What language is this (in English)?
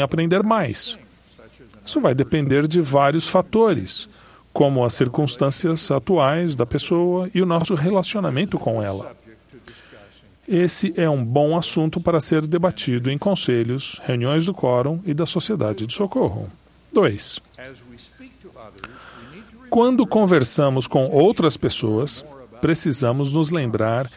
Portuguese